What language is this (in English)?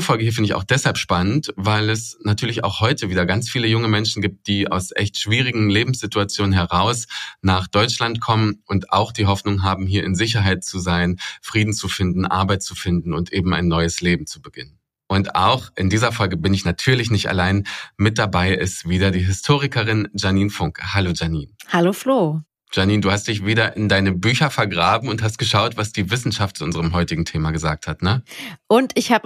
German